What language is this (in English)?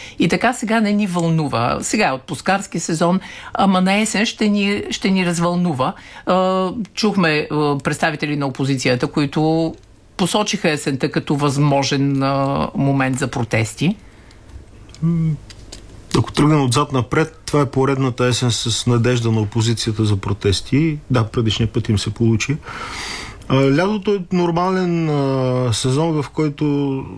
Bulgarian